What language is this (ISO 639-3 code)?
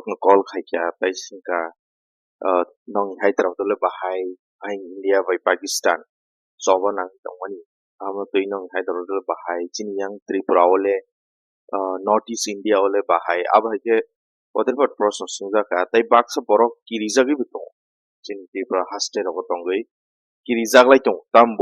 trp